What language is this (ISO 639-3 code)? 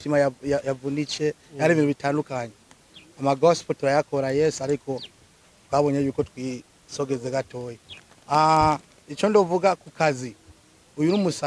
run